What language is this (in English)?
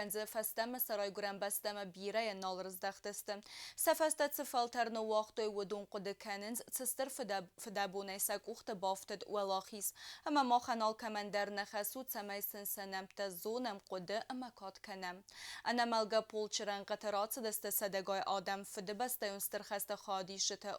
Ossetic